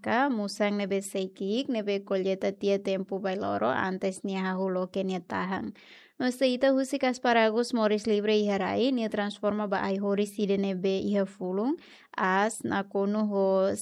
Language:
Tetum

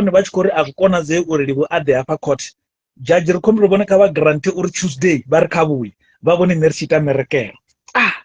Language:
Venda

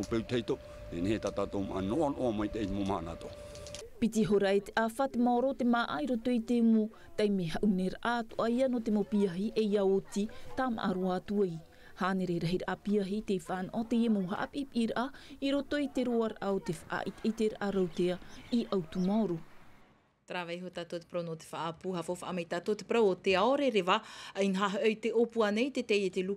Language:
Tahitian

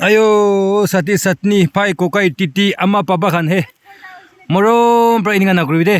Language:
Naga Pidgin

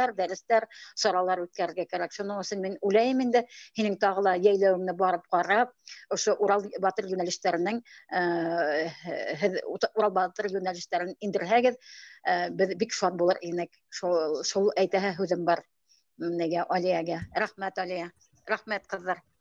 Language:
Bashkir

